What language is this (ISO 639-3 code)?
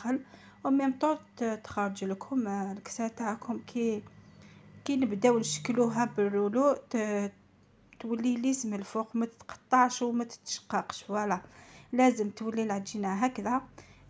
arq